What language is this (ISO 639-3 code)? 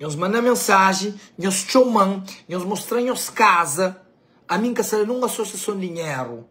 kea